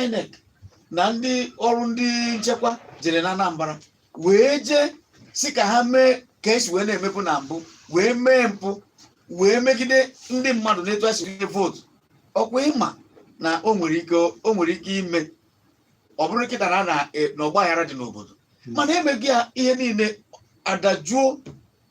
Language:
Igbo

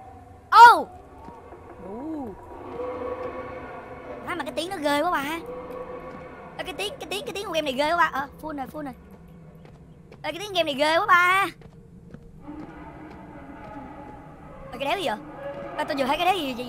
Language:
Vietnamese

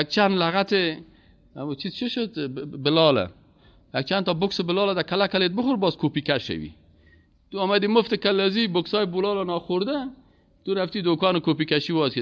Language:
Persian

